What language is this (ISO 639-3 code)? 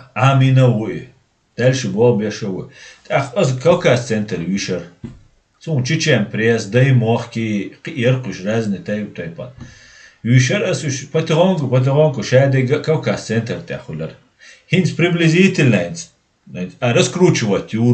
che